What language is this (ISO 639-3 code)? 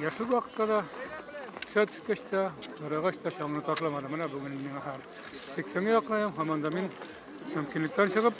tat